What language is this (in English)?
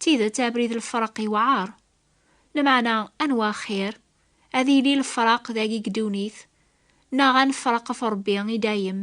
Kabyle